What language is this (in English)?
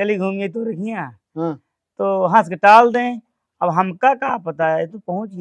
Awadhi